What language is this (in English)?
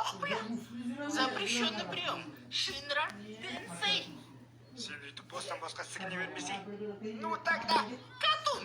Kazakh